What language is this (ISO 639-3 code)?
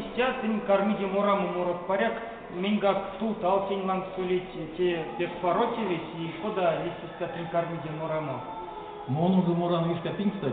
myv